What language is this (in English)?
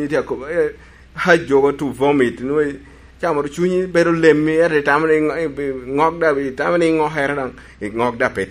Lango (Uganda)